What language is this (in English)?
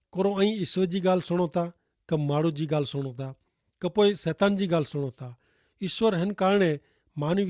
Kachhi